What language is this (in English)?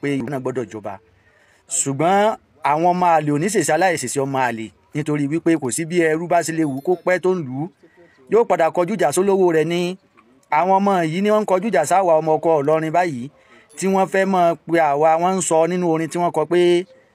Yoruba